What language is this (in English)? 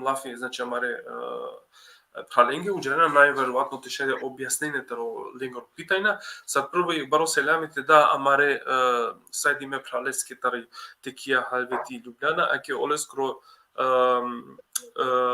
Balkan Romani